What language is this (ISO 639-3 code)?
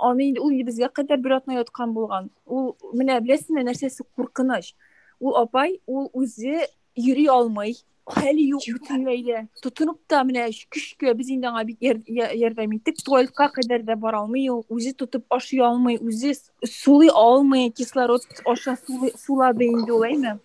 tat